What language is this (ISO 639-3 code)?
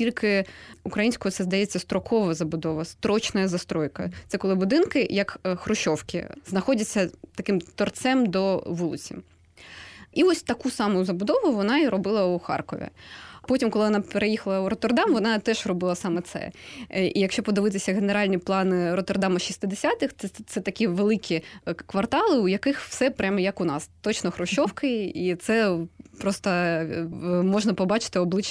ukr